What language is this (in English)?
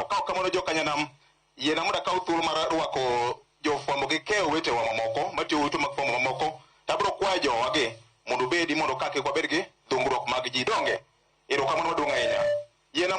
Luo (Kenya and Tanzania)